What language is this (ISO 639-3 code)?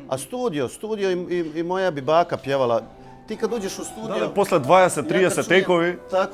bos